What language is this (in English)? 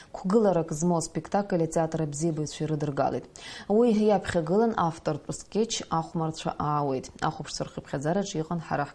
Abkhazian